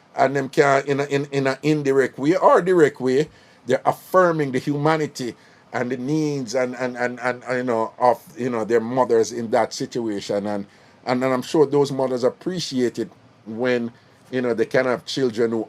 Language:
Jamaican Creole English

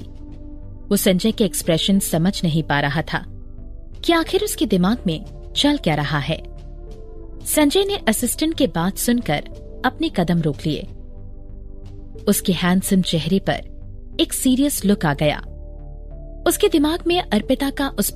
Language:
Hindi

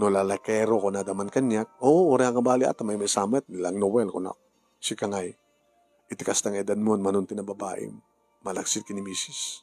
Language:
Iloko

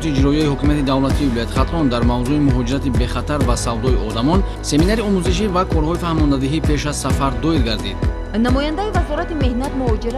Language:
Tajik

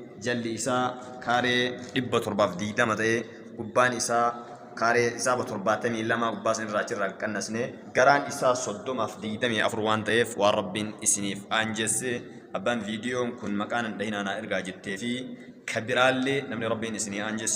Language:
Oromo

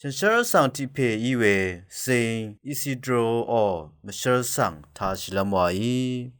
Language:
Rawang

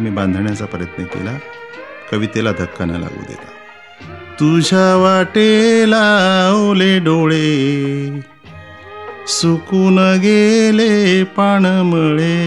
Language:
Marathi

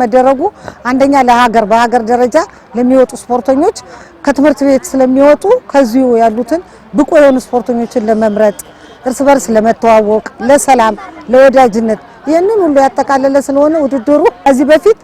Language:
Amharic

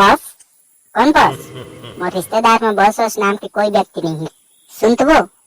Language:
Chhattisgarhi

